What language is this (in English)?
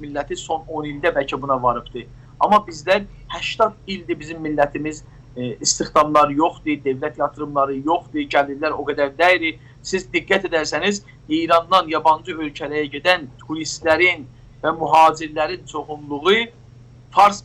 South Azerbaijani